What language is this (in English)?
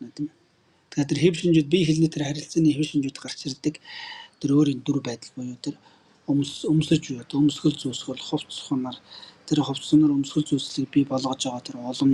Mongolian